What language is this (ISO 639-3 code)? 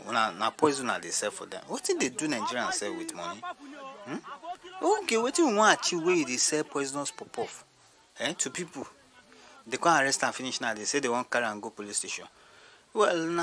pcm